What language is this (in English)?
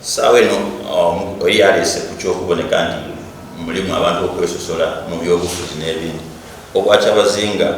Soga